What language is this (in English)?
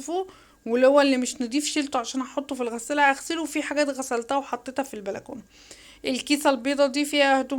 Egyptian Arabic